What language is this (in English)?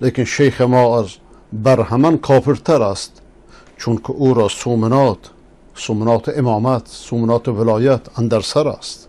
Persian